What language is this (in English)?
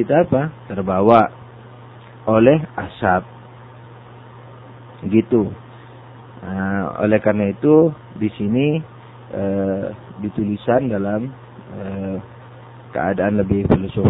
Indonesian